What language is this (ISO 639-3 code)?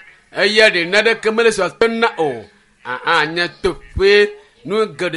ewe